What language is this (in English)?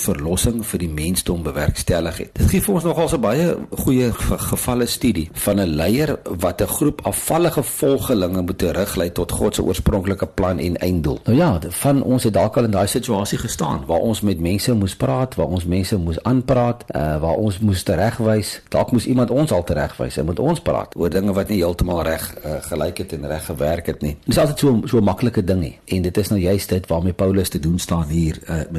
Afrikaans